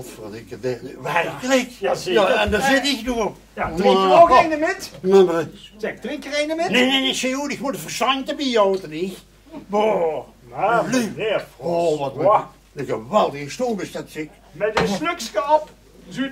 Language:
Limburgish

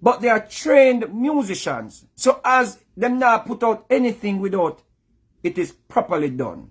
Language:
Jamaican Creole English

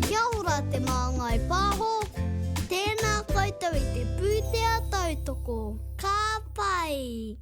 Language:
Māori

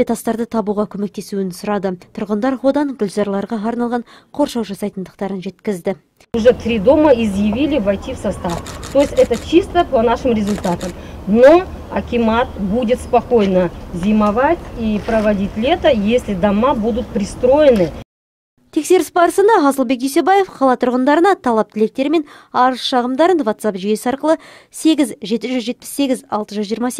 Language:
Kazakh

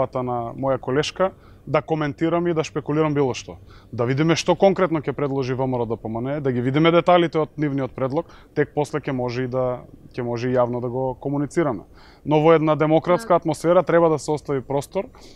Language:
Macedonian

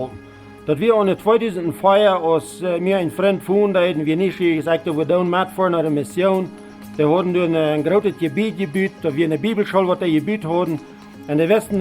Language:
Plautdietsch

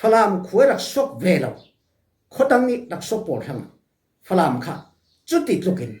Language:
Falam Chin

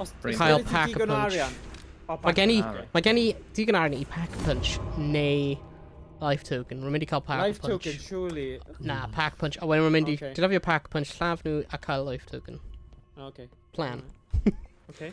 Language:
Welsh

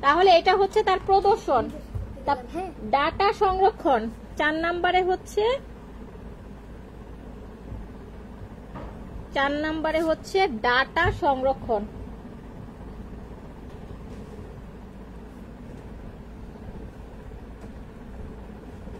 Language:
Bangla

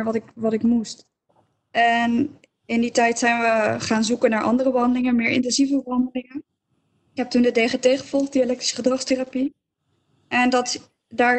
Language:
Dutch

